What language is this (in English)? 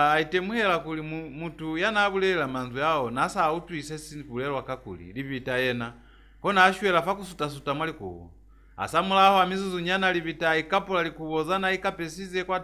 Lozi